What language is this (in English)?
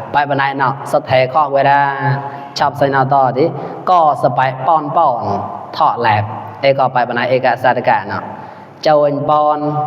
Mon